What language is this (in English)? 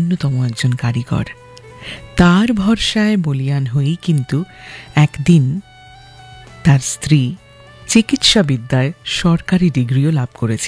Bangla